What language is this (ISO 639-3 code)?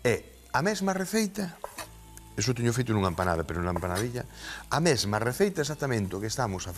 glg